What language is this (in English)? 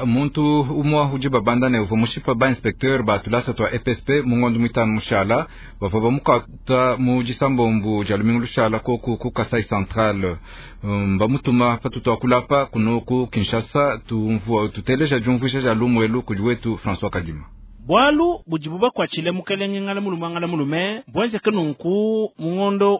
Luba-Lulua